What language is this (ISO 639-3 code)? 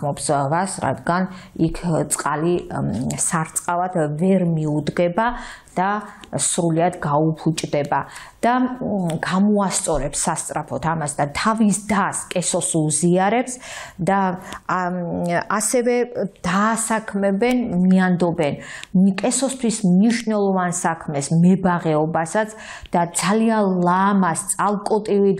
kat